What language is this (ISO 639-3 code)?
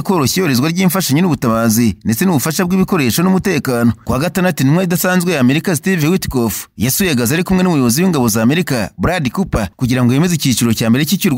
kin